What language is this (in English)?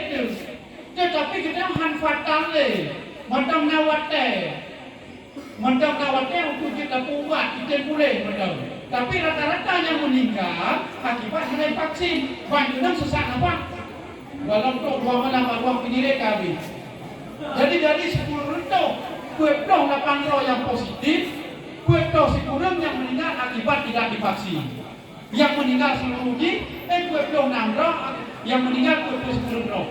Achinese